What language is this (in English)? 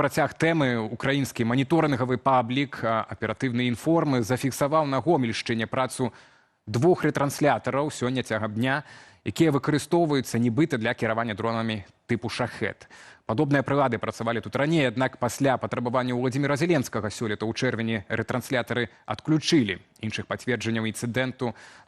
Belarusian